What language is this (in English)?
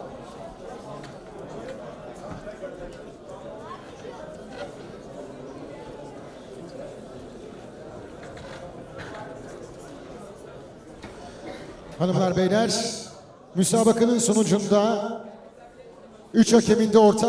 Turkish